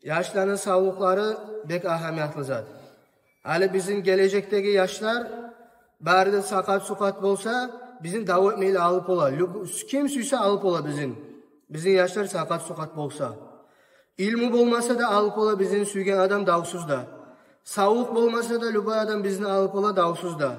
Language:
Kumyk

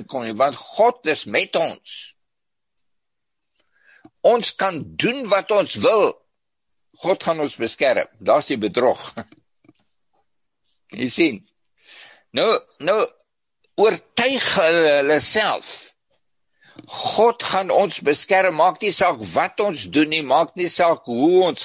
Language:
Afrikaans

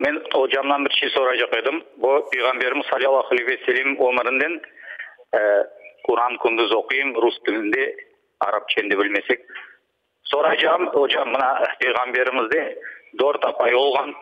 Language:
Crimean Tatar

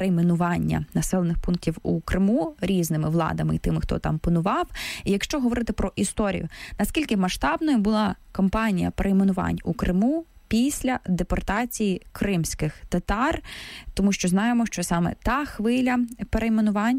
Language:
Ukrainian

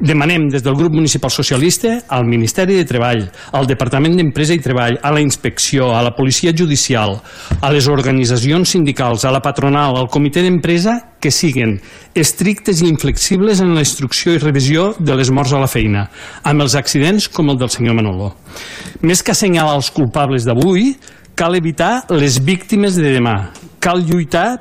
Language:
Catalan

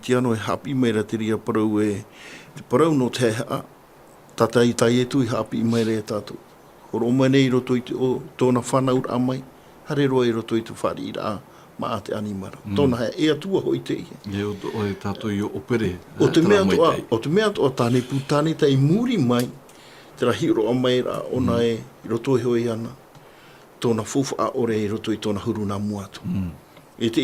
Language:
Tahitian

